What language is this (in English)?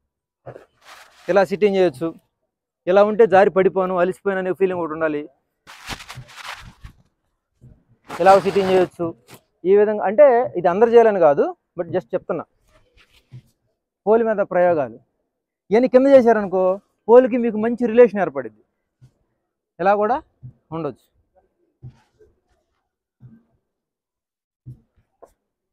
Telugu